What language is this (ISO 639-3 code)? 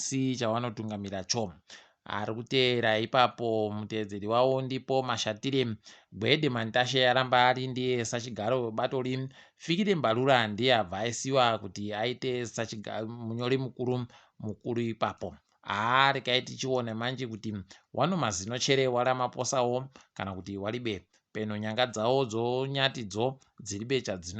ndc